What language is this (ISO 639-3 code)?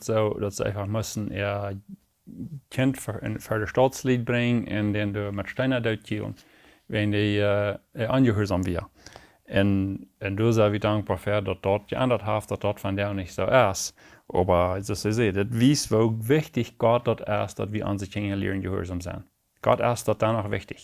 pdt